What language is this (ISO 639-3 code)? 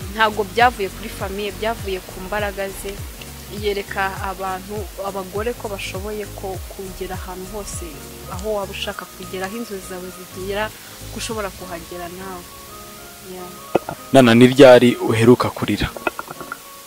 kin